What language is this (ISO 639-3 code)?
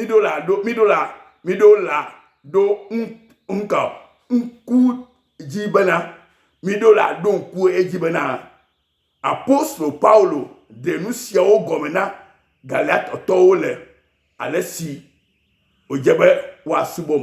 ewe